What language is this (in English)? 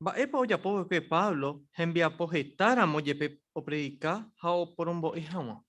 Guarani